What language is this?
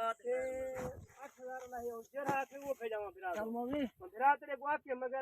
Saraiki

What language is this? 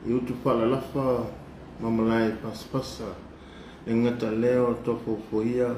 Samoan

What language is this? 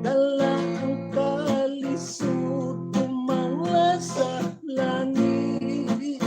Hiligaynon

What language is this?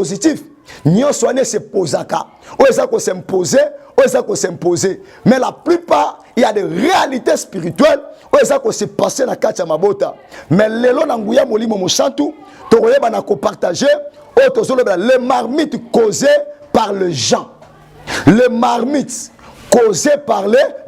Lingala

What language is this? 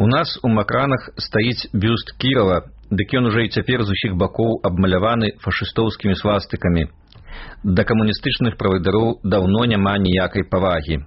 Belarusian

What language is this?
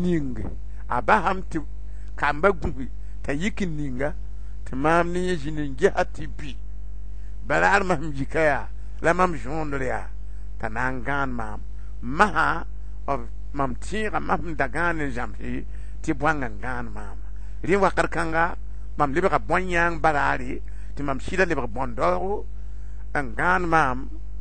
Mossi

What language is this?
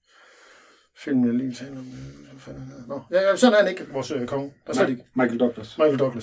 Danish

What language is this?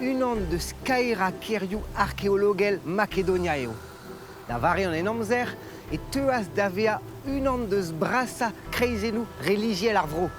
Breton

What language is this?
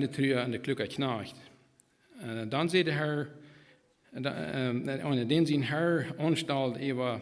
Plautdietsch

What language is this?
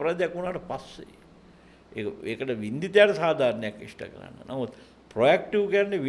Sinhala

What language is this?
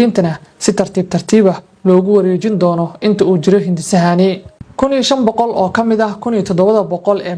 Somali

